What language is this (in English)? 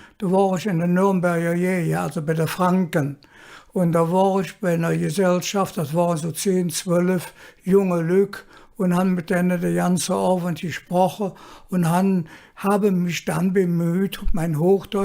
Colognian